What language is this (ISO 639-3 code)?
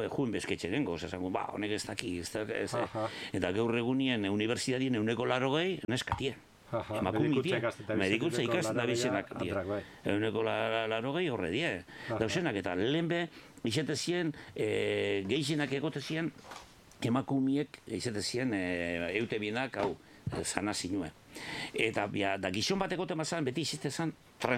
eus